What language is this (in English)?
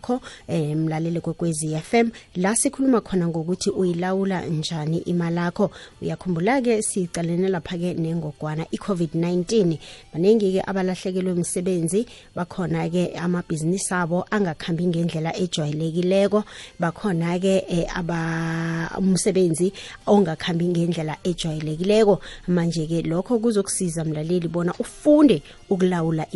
South Ndebele